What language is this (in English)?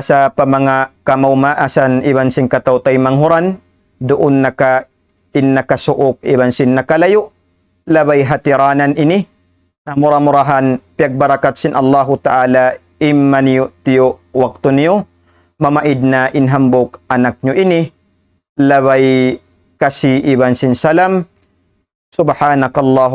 Tausug